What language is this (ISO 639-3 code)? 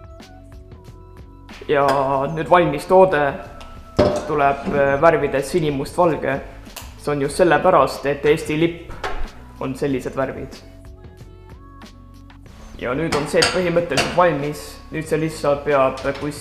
est